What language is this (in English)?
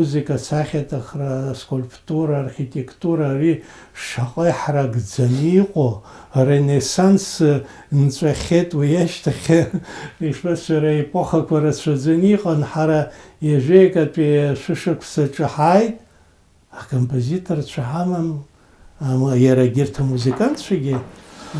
Abkhazian